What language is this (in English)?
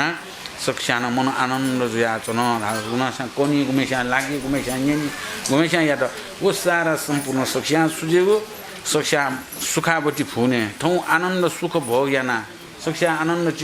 Newari